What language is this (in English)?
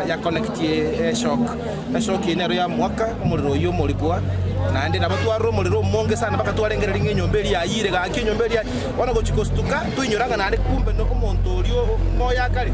Gusii